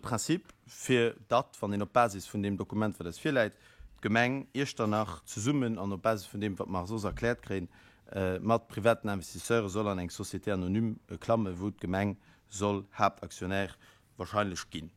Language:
Luxembourgish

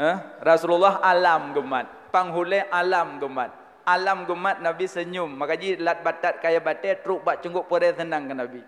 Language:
Achinese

